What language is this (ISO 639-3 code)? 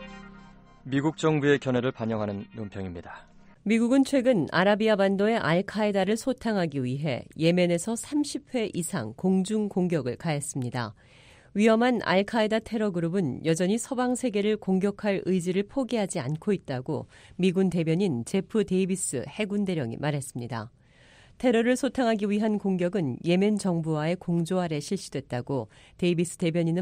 kor